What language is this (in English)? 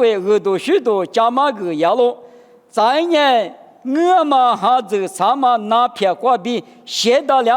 Lisu